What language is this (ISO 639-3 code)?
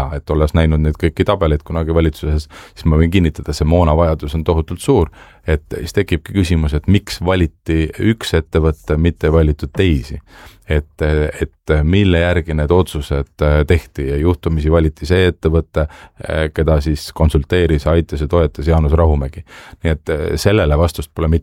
est